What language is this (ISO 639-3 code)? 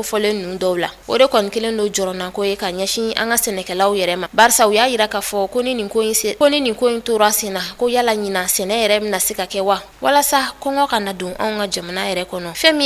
bam